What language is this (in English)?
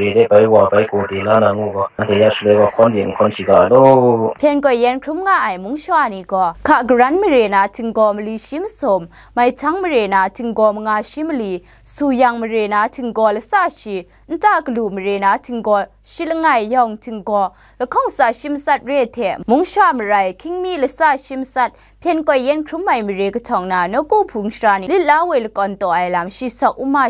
Kachin